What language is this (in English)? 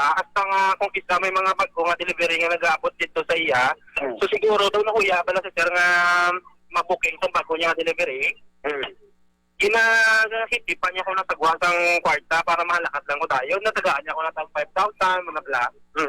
Hiligaynon